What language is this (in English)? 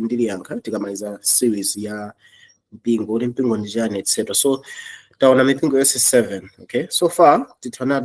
Nyanja